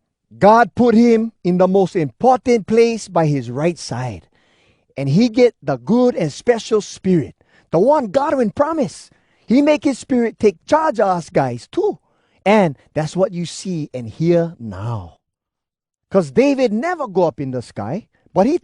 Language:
Hawai'i Creole English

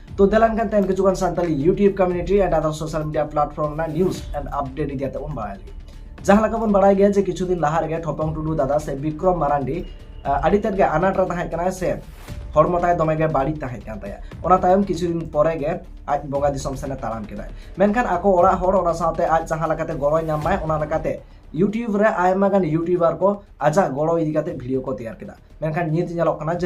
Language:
Santali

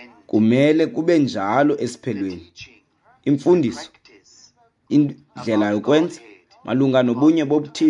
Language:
Xhosa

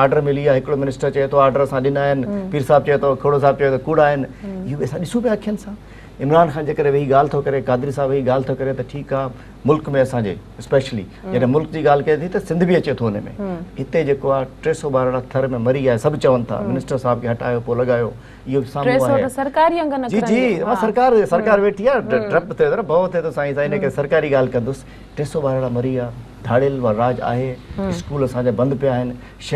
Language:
Sindhi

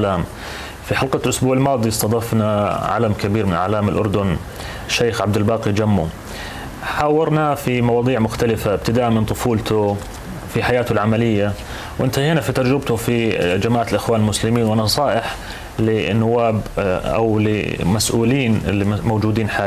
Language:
North Levantine Arabic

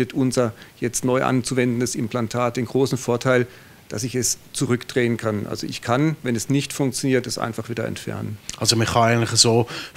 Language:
Swiss German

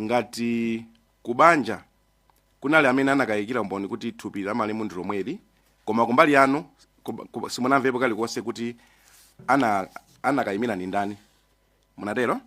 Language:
Nyanja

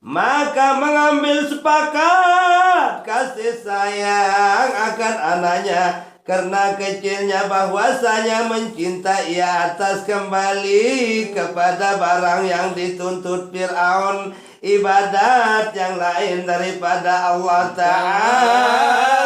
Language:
Sasak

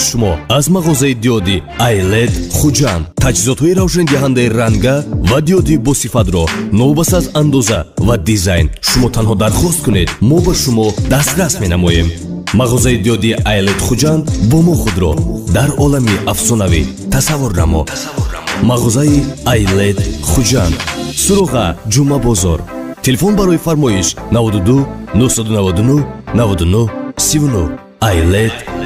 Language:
Tajik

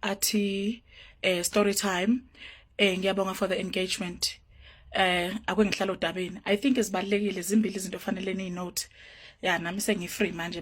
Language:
Zulu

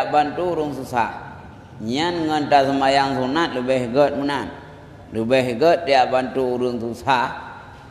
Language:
Achinese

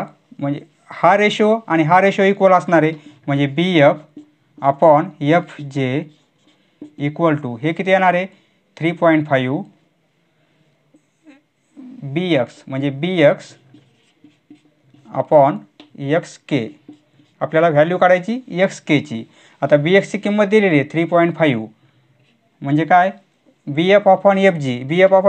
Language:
Marathi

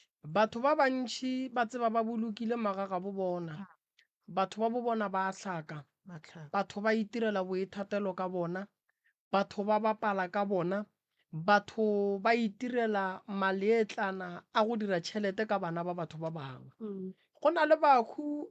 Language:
Northern Sotho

